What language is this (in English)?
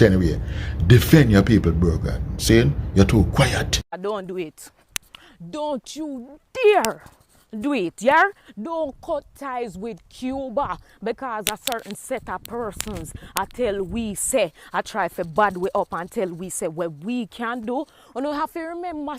Jamaican Creole English